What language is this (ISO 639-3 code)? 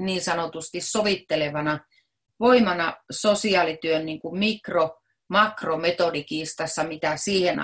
fin